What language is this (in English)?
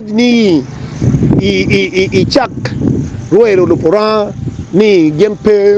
Acoli